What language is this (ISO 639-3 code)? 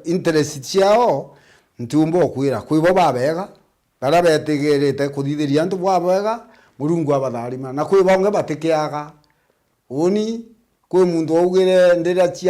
mer